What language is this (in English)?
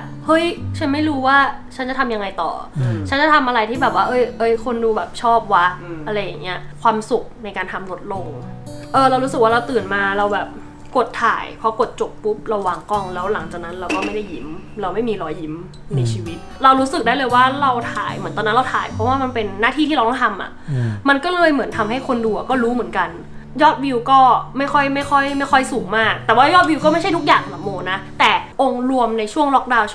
Thai